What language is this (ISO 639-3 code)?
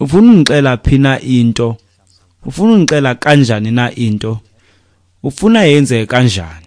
xho